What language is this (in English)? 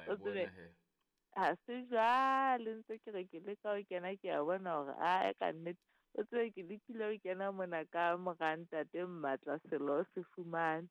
Southern Sotho